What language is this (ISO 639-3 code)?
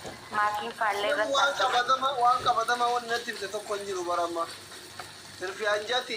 orm